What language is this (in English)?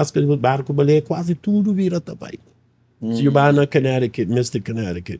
Kabuverdianu